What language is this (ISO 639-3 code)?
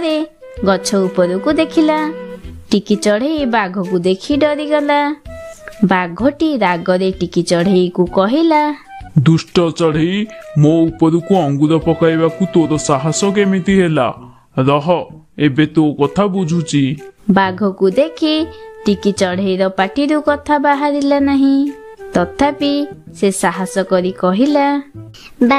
ori